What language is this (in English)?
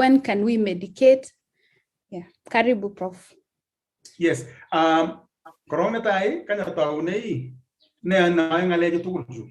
Kalenjin